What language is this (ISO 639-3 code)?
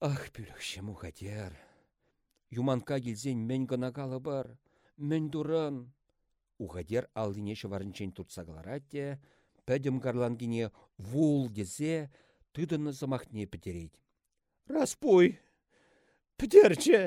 chv